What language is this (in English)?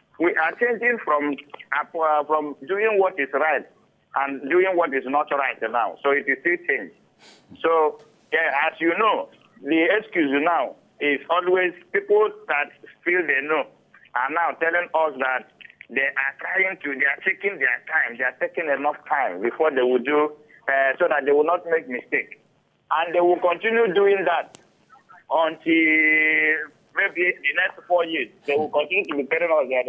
Nigerian Pidgin